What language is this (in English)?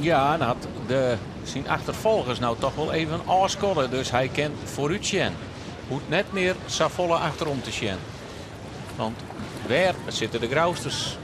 Western Frisian